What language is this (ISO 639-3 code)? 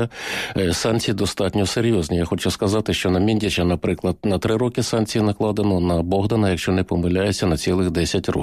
ukr